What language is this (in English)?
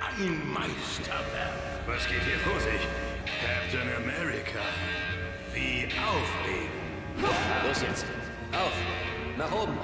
Swiss German